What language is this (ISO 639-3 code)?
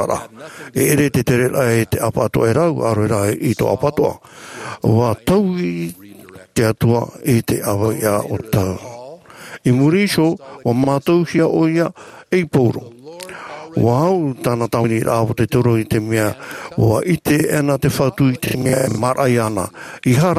tah